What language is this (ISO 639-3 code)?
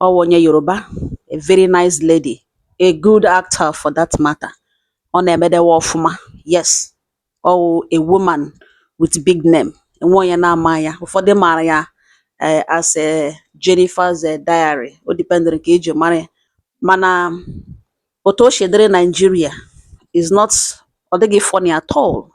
ibo